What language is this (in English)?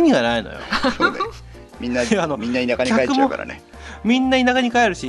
Japanese